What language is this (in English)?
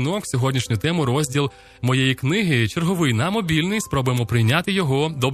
Ukrainian